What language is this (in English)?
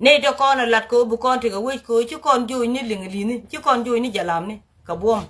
Nuer